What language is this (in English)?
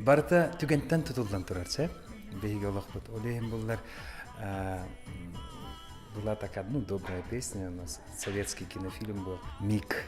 Yakut